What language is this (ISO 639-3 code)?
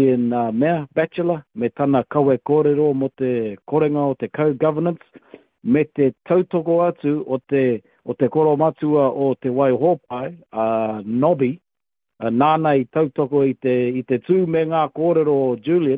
mri